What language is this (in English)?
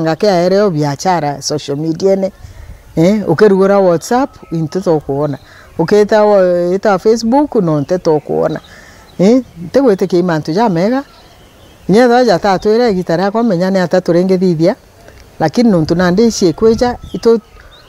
Meru